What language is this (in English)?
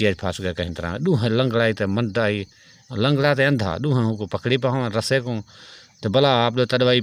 Saraiki